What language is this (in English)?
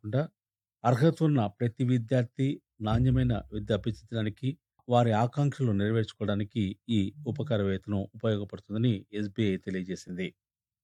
Telugu